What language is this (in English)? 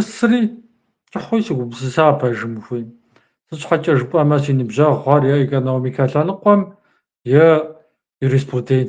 Kabardian